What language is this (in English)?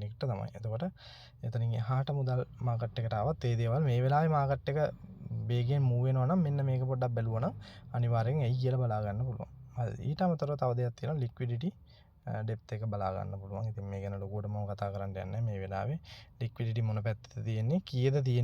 Sinhala